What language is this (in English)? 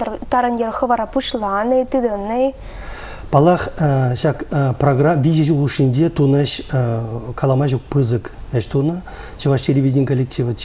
Chuvash